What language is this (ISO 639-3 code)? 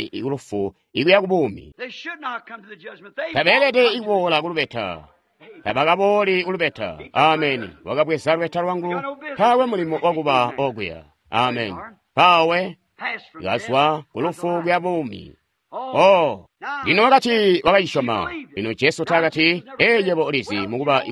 toi